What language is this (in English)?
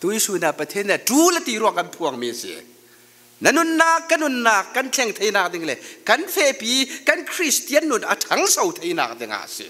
Falam Chin